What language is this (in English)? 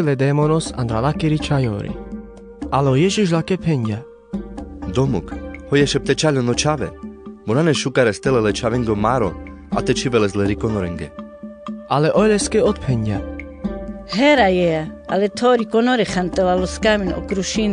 Carpathian Romani